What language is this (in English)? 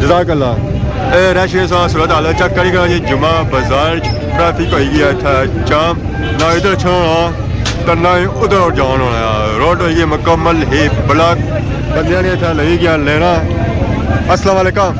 Pahari-Potwari